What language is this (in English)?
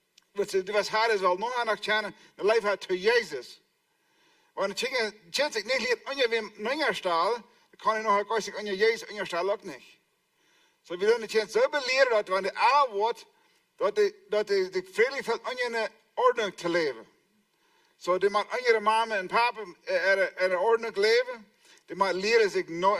Plautdietsch